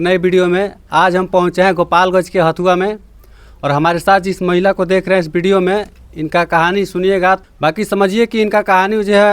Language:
Bhojpuri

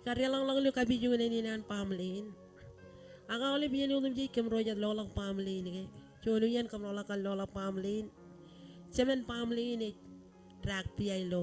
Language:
Marshallese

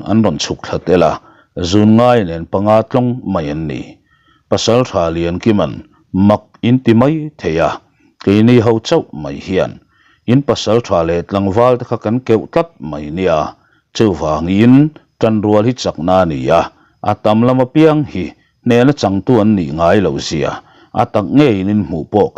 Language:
Mizo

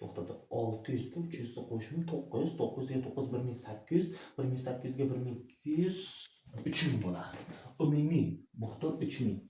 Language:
Uzbek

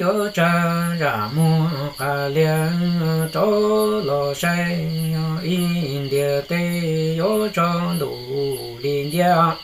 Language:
Hmong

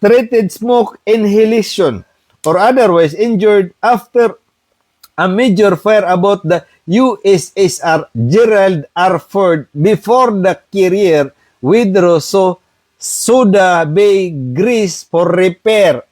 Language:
Maranao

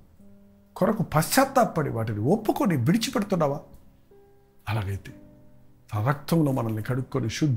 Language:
Telugu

